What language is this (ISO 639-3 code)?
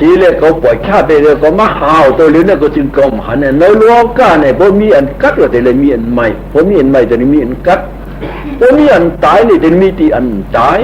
shn